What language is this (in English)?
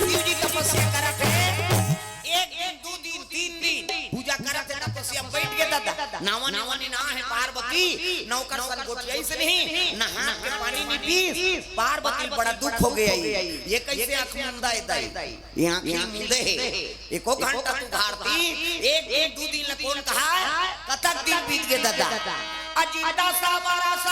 Chhattisgarhi